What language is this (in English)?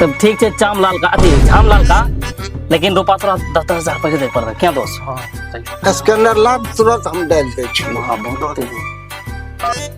Maithili